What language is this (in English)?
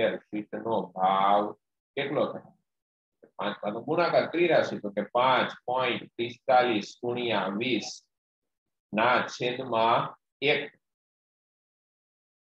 Gujarati